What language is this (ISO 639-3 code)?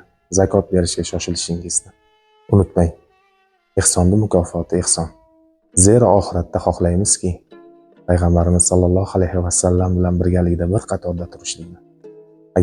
uzb